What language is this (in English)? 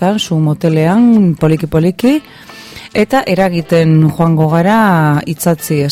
Basque